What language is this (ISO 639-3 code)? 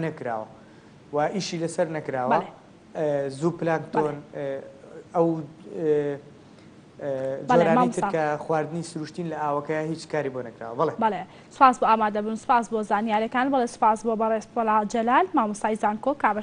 ckb